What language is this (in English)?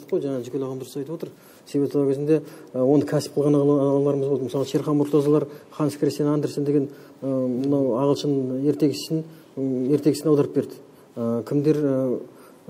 Kazakh